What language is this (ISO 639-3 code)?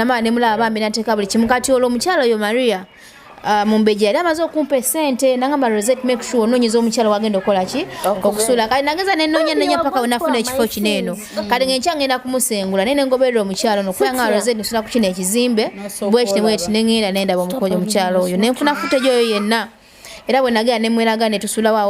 lug